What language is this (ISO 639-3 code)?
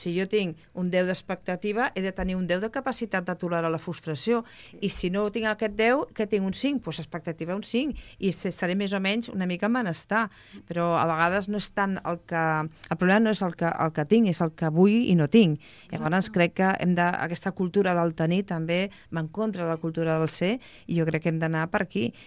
cat